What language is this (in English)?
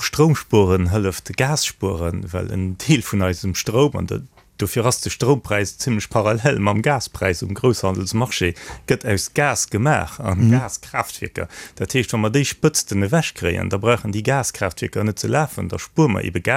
Luxembourgish